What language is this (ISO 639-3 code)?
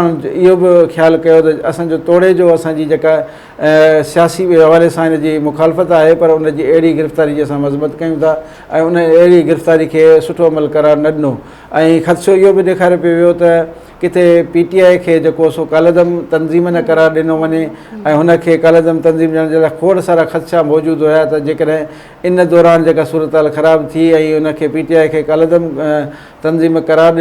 snd